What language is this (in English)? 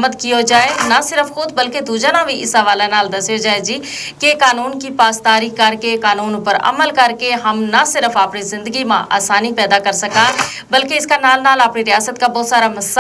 Gujari